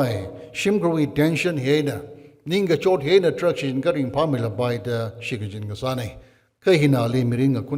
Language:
Tangkhul Naga (India)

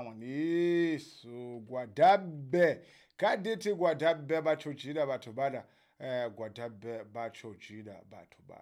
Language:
Southern Sotho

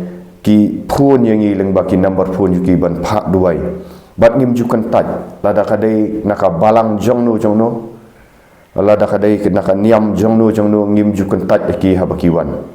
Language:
Khasi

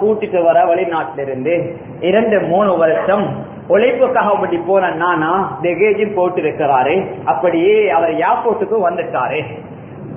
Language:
Tamil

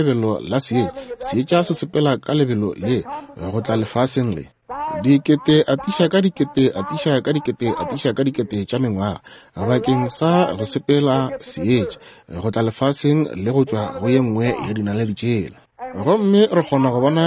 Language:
Northern Sotho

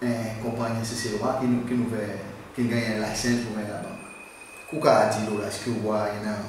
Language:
Seselwa Creole French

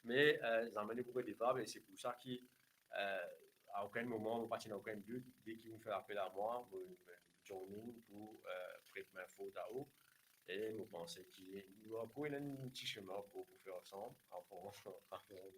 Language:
Morisyen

